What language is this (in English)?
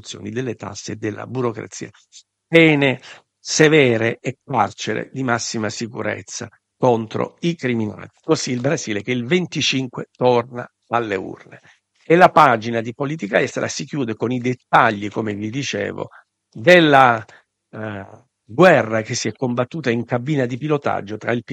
Italian